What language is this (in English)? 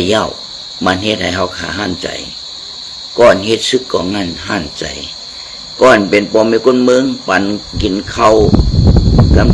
Shan